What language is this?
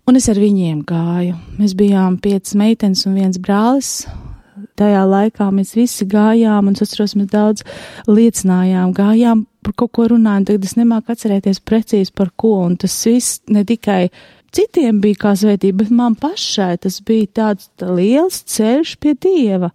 Latvian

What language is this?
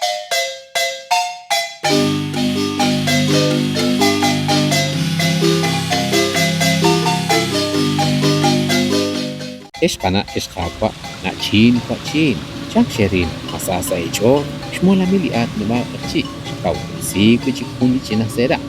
Kekchí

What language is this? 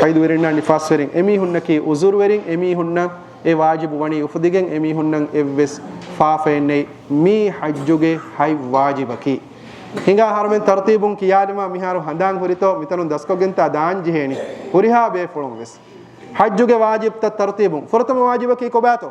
Divehi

